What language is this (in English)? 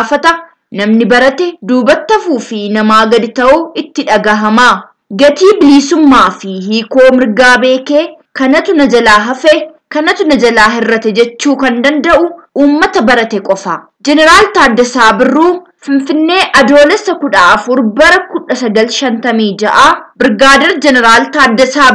Oromo